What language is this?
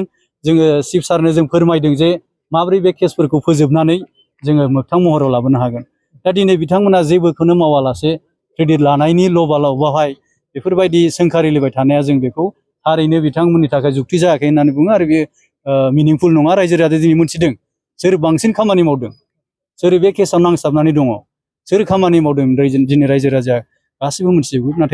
Bodo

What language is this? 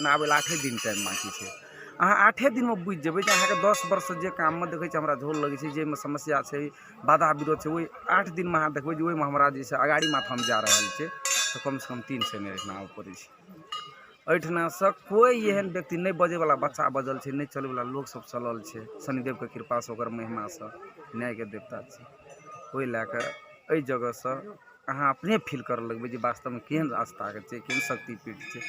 Maithili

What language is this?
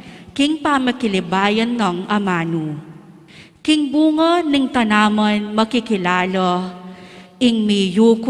Pampanga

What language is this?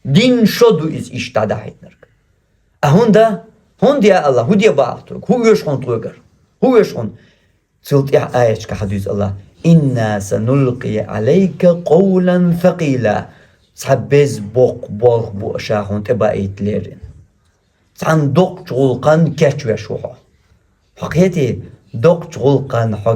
Chechen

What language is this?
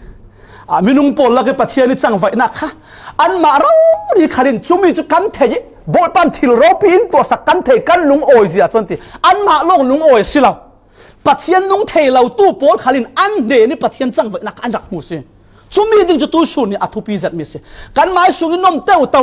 Falam Chin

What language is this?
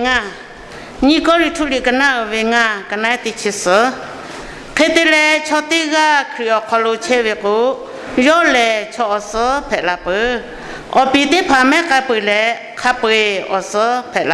Lahu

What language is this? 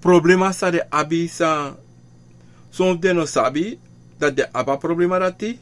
Sranan Tongo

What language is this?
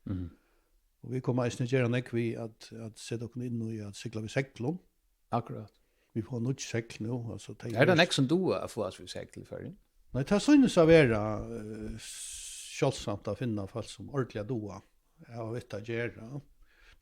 Faroese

